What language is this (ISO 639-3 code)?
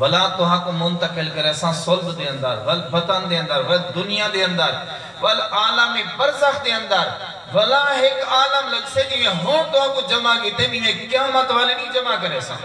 skr